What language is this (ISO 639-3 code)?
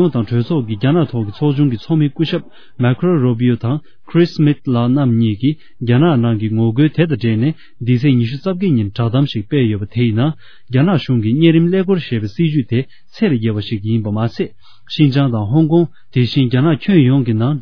bod